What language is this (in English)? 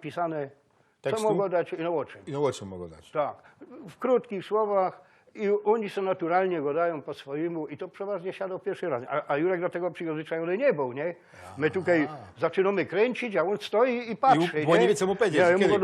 Silesian